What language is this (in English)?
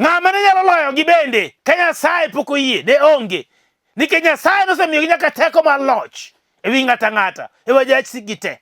Luo (Kenya and Tanzania)